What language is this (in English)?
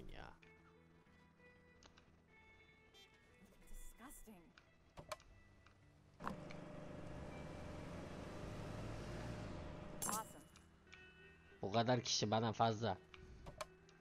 Turkish